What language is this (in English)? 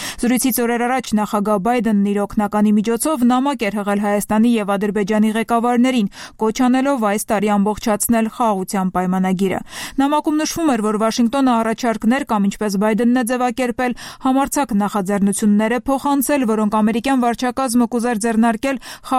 Armenian